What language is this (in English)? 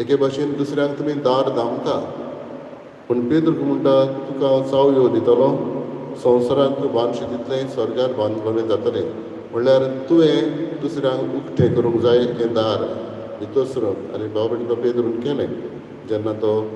Konkani